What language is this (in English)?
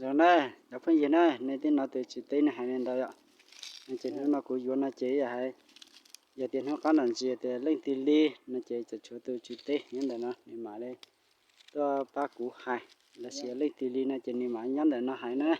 Hmong